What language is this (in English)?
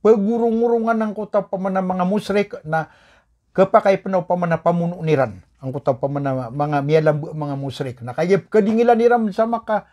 Maranao